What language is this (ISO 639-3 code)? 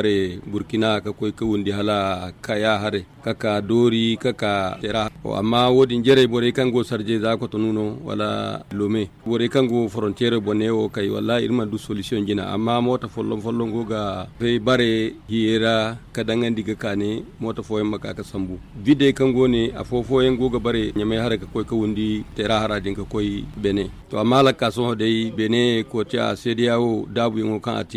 dje